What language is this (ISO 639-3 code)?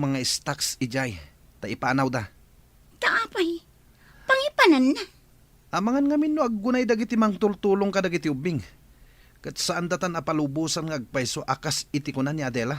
ilo